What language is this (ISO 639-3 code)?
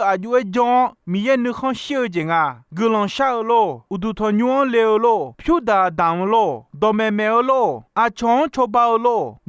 ahk